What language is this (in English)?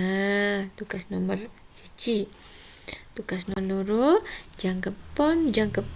Javanese